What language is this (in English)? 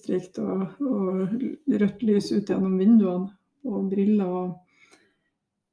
Norwegian